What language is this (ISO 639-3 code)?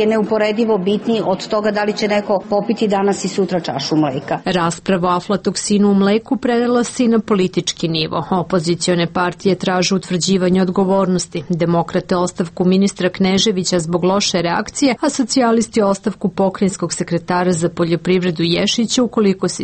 srp